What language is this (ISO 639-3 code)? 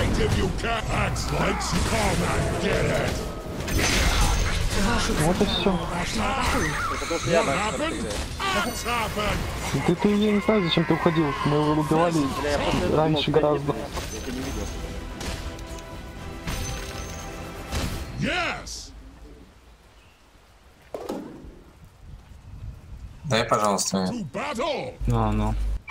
rus